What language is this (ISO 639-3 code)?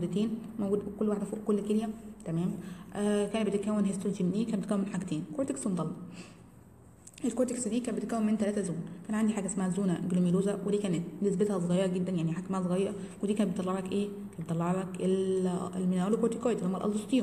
arz